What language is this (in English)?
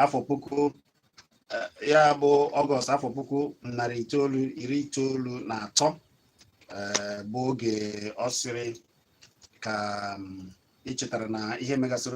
Igbo